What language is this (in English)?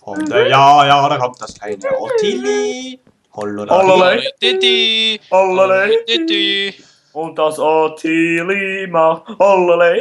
Swiss German